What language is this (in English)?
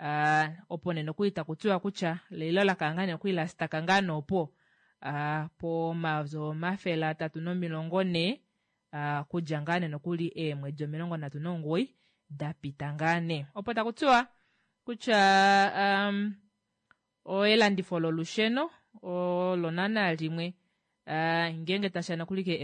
Kuanyama